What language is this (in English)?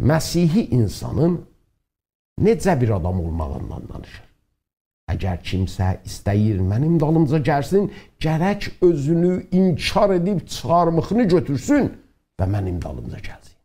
South Azerbaijani